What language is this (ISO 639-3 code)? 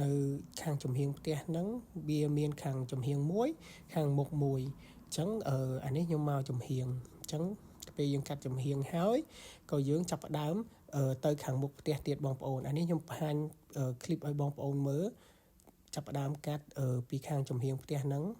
khm